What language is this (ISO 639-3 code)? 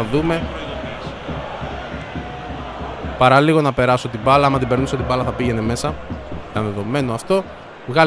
ell